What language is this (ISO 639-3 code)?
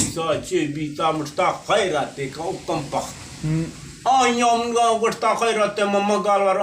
bgp